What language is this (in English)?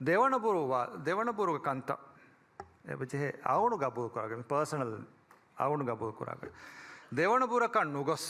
Divehi